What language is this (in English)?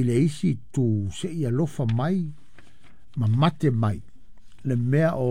Samoan